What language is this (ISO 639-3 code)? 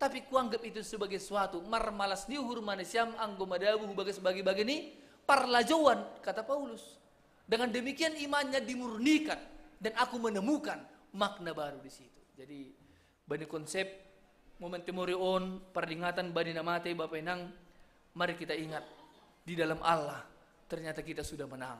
bts